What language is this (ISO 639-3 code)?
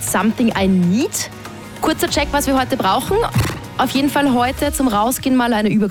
deu